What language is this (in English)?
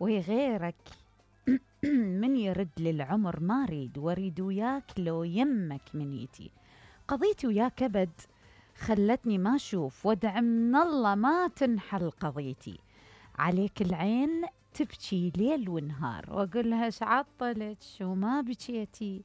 Mesopotamian Arabic